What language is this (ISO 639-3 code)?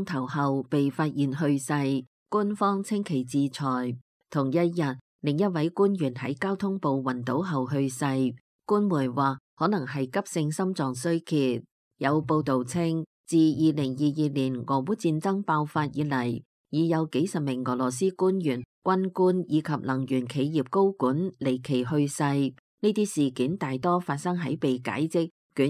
yue